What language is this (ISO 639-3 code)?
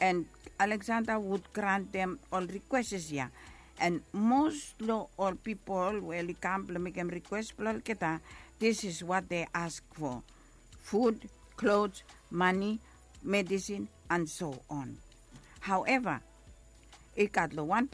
bis